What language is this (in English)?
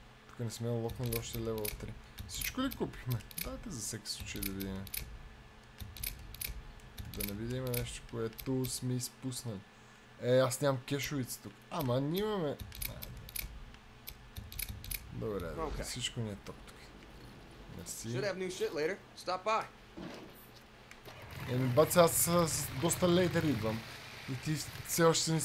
Bulgarian